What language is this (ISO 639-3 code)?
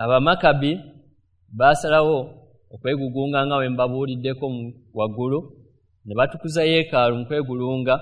lug